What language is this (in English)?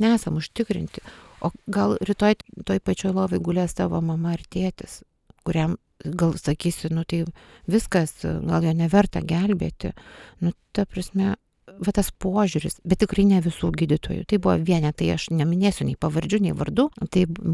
Lithuanian